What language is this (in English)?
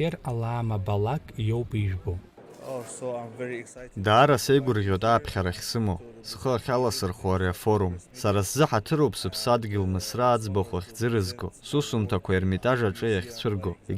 Abkhazian